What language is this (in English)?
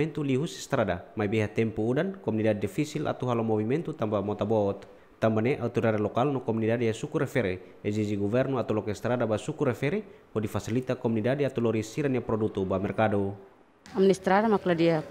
Tetum